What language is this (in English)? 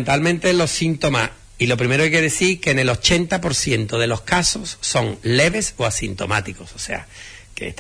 Spanish